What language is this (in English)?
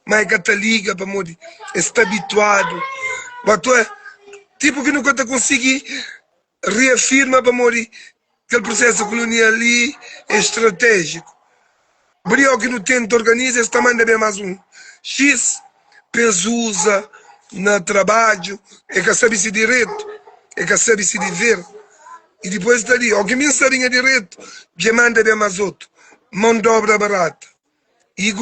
Kabuverdianu